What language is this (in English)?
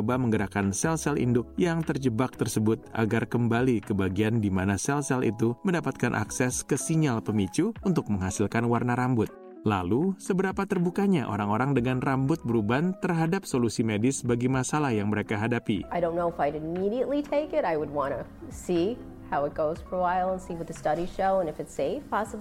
Indonesian